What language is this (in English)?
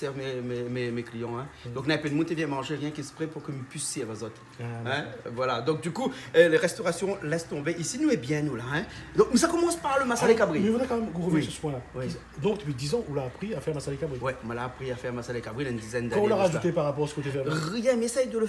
Réunion Creole French